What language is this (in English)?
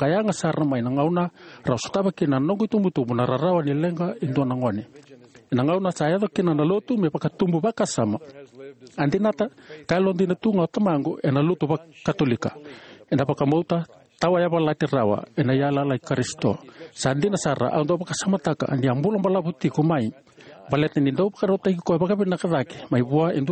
Fijian